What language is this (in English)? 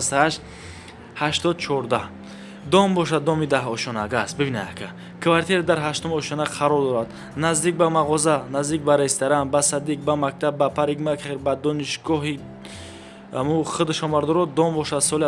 Tajik